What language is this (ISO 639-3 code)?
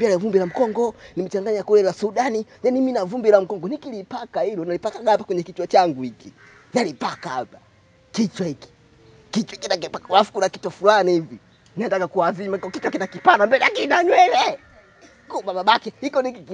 swa